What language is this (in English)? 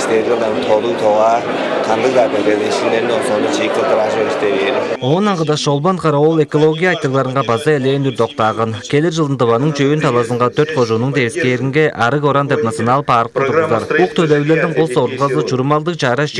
Tuvinian